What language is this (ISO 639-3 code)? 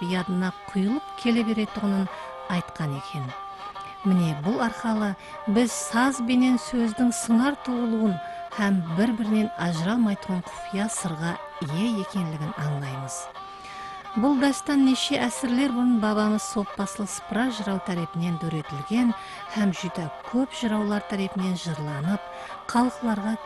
kaa